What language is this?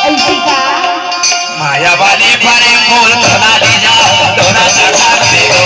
Chhattisgarhi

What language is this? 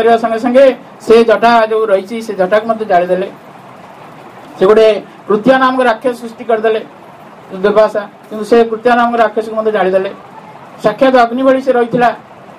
Odia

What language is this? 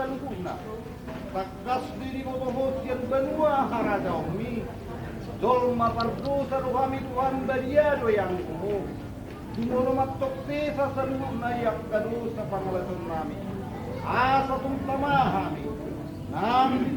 Batak Toba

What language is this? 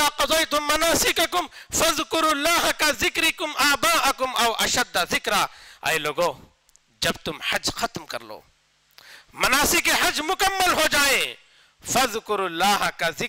Urdu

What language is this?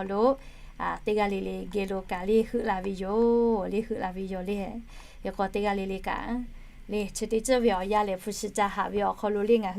Lahu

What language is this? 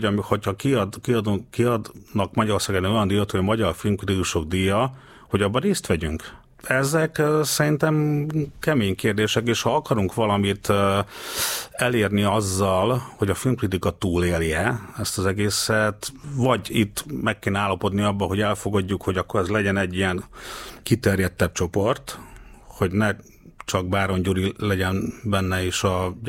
Hungarian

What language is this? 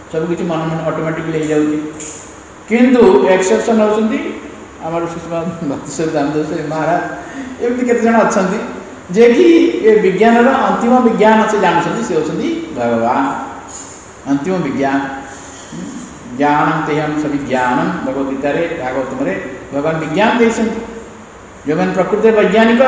Odia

